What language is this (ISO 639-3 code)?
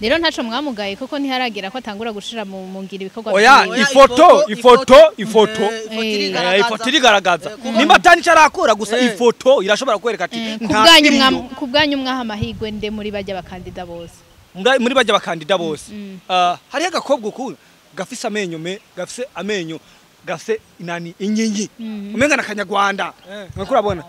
run